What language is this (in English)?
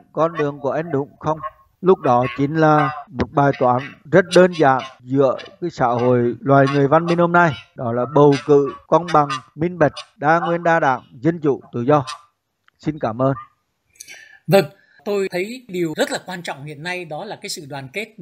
Vietnamese